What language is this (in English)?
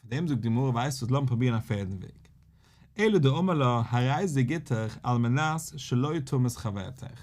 Yiddish